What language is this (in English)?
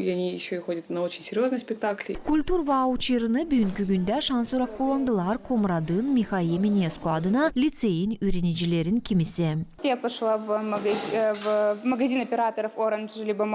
Gagauz